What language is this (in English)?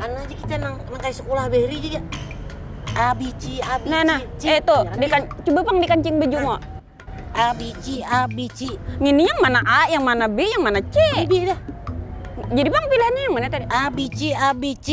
Banjar